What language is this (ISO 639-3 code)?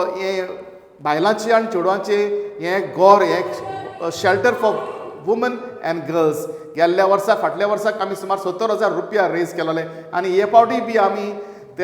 kok